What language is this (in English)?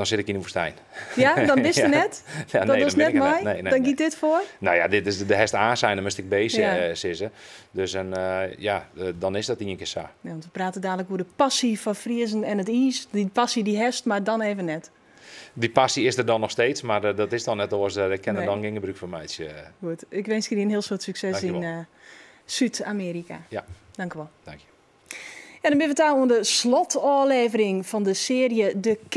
Western Frisian